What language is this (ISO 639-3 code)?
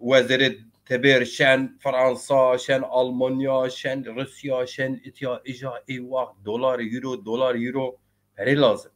zza